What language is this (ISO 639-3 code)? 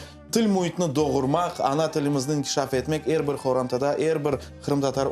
crh